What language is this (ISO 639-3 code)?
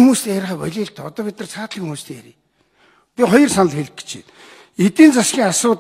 mon